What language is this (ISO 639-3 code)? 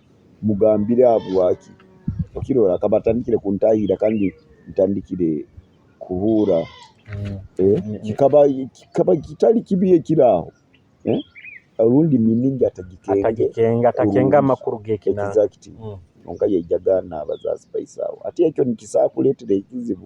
nyo